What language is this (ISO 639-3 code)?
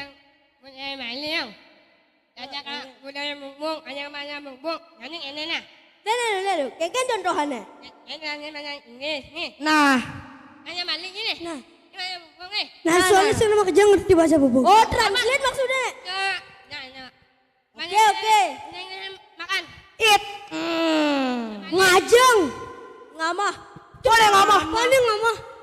ban